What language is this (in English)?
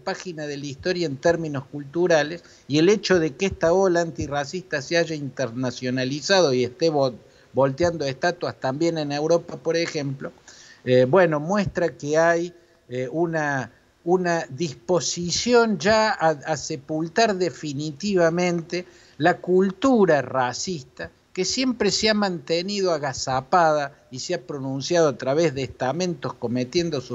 Spanish